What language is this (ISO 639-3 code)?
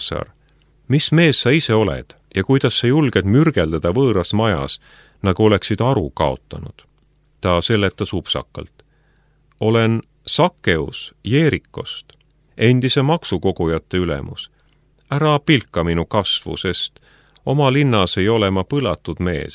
est